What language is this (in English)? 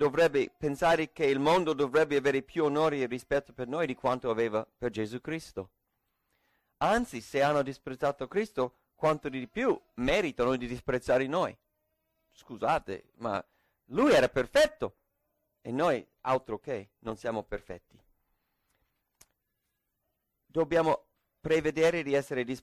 Italian